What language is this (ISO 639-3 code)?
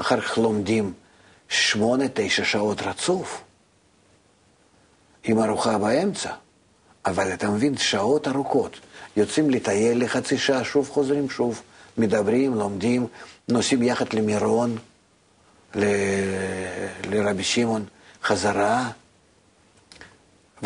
heb